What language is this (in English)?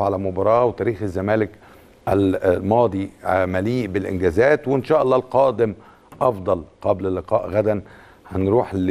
Egyptian Arabic